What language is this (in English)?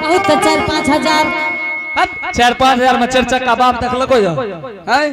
Angika